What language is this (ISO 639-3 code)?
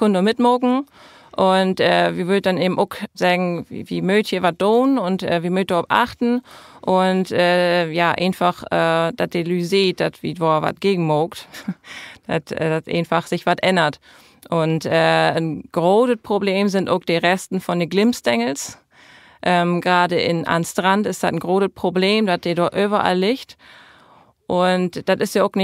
nds